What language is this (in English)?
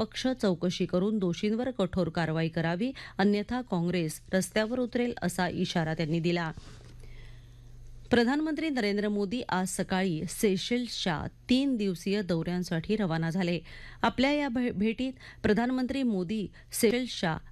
Marathi